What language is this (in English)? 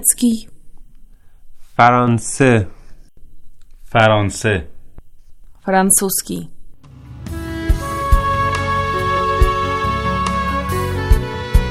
Russian